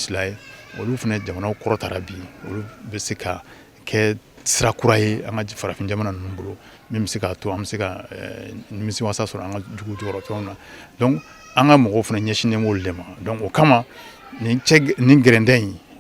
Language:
Bambara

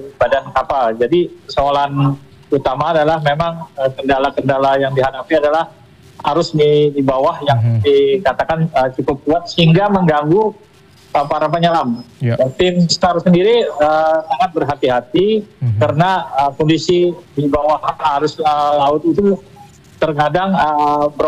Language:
Indonesian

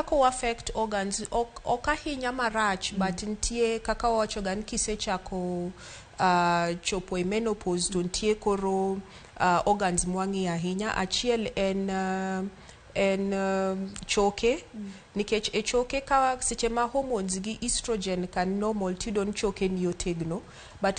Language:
Luo (Kenya and Tanzania)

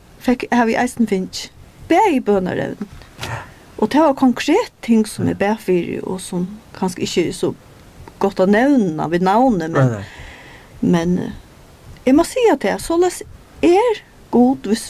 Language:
Faroese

